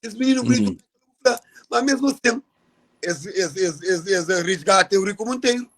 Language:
Kabuverdianu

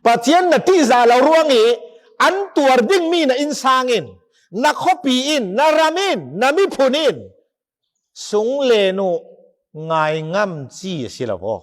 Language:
Falam Chin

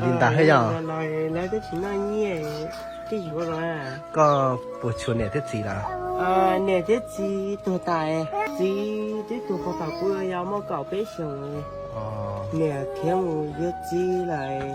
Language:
Hmong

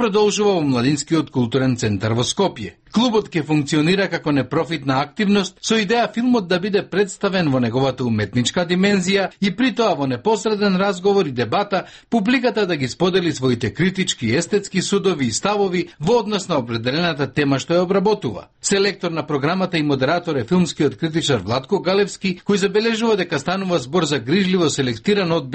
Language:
Macedonian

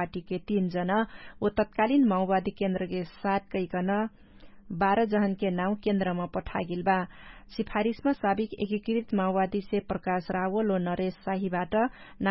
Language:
Dangaura Tharu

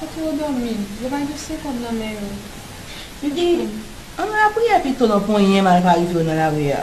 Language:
Haitian Creole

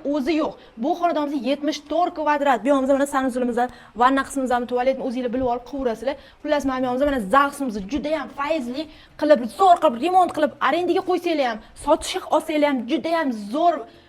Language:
Uzbek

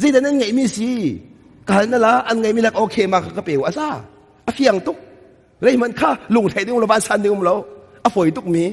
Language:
Hakha Chin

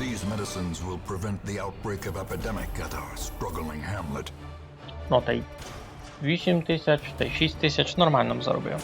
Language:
Rusyn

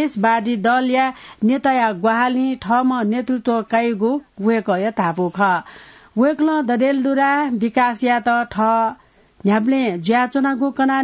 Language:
Newari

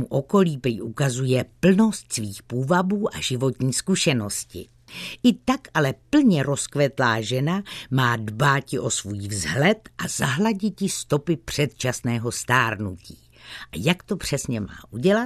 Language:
Czech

